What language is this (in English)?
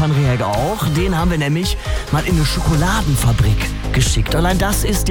German